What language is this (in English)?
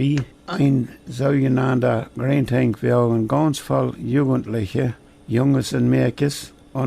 Plautdietsch